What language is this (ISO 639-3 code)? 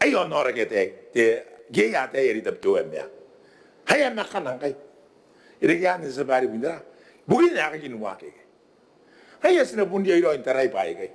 gil